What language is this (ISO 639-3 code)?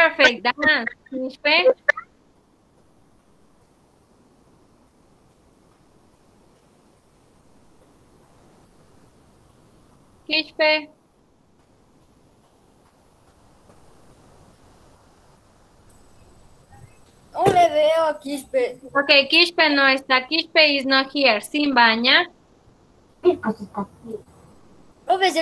spa